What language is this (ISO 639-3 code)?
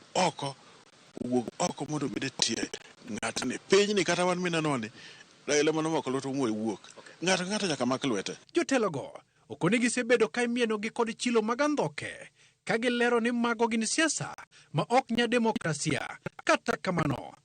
luo